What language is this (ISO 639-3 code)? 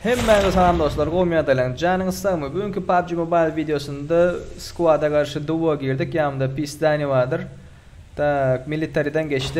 tuk